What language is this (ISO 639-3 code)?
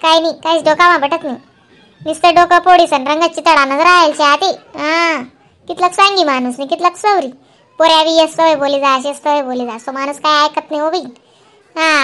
khn